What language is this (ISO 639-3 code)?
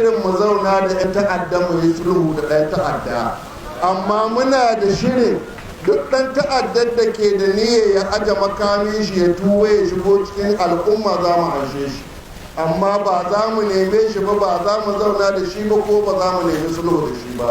hau